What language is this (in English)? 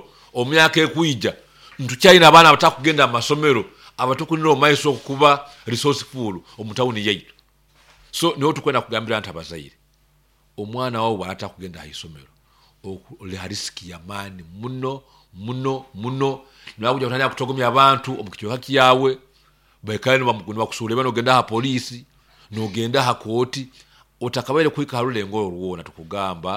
Nyoro